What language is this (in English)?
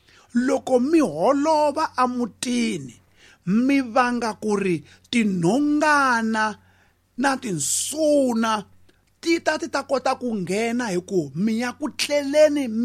Tsonga